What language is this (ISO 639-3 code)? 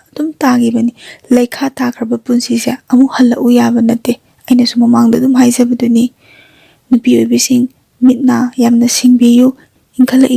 mni